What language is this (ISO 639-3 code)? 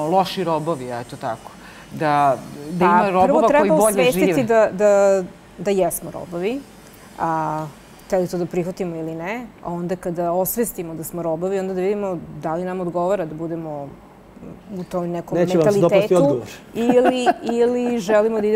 srp